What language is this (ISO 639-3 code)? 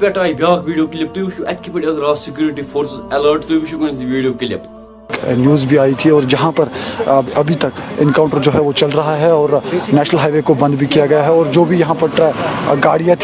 kas